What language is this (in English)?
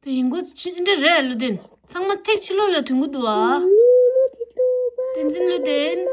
Tibetan